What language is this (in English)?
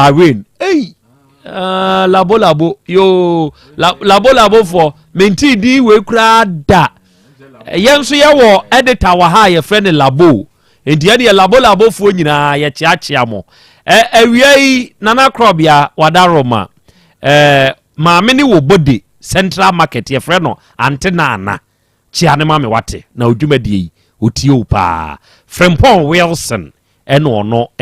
Akan